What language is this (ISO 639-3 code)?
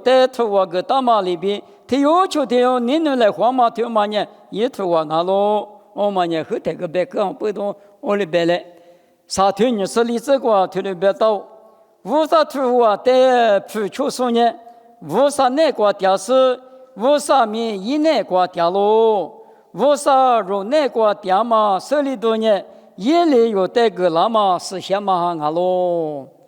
lis